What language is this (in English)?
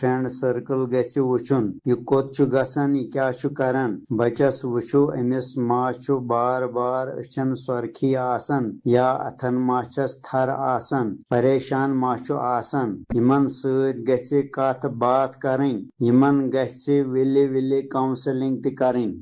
Kashmiri